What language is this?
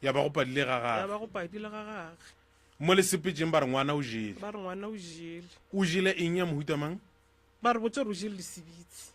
Northern Sotho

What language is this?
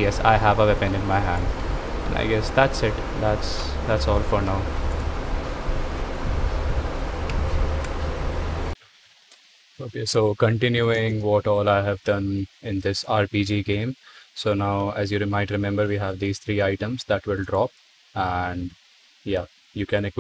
English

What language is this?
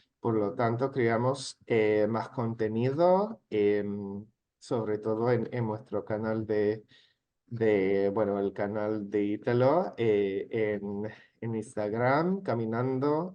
Ladino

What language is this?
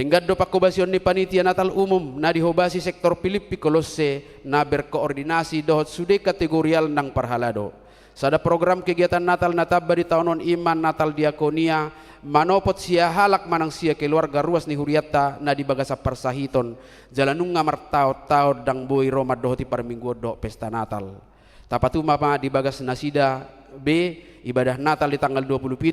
Batak Toba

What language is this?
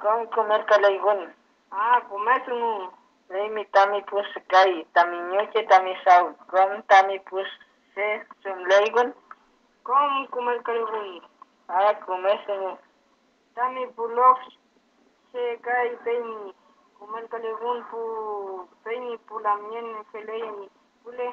Mapuche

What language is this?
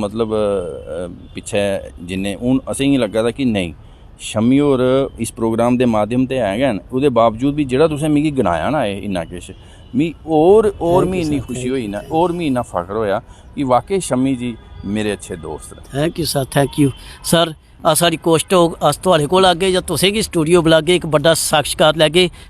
Dogri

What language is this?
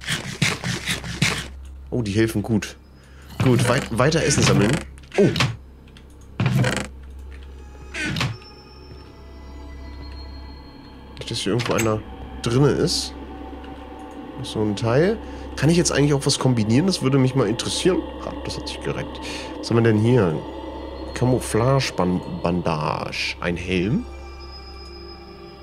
German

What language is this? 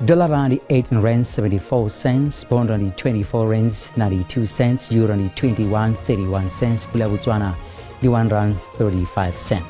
Venda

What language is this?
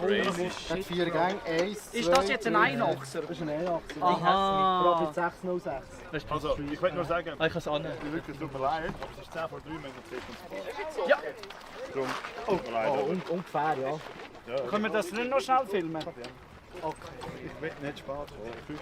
Swiss German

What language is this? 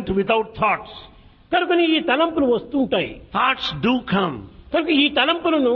Telugu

